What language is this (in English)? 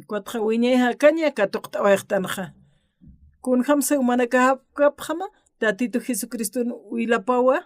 Aymara